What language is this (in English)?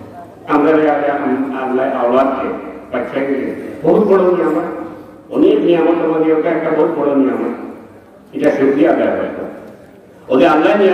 Sylheti